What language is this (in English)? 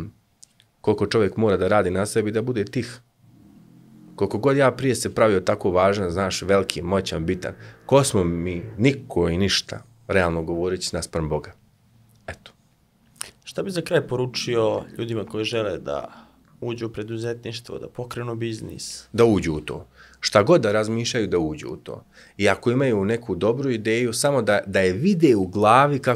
Serbian